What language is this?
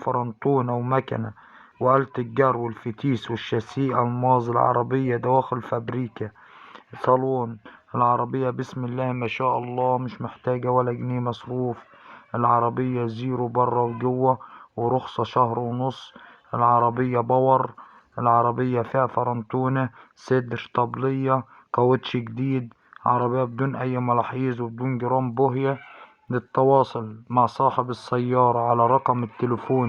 Egyptian Arabic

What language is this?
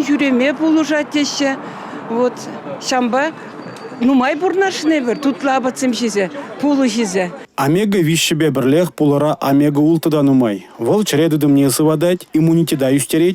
Chuvash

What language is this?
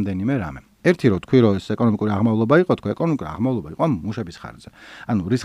Georgian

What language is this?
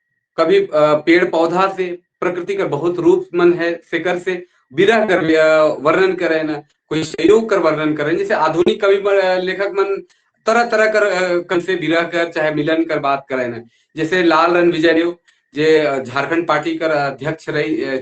Sadri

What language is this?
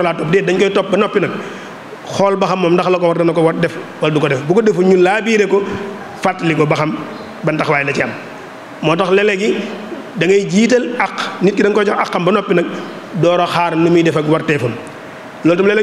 Wolof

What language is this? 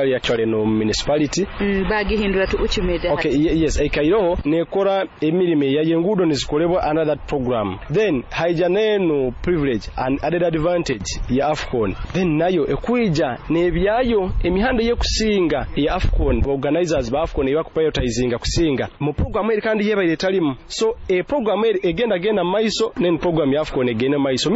Nyoro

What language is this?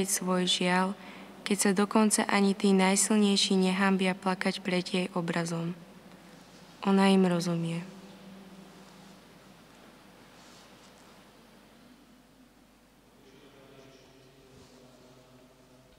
Slovak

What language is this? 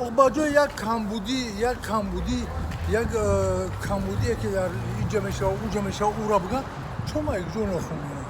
Tajik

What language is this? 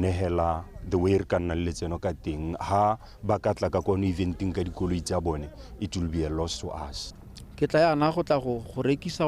Tswana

